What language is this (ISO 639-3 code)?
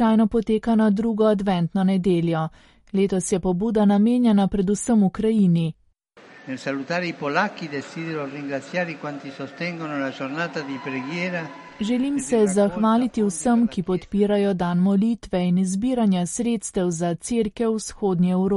slv